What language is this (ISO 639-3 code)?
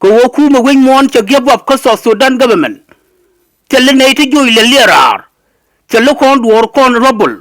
nus